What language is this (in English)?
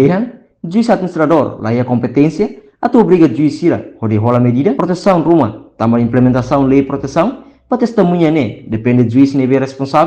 Tetum